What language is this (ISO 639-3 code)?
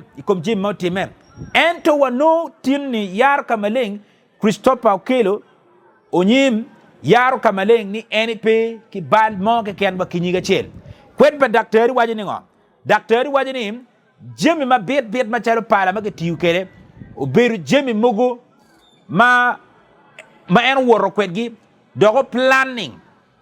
ach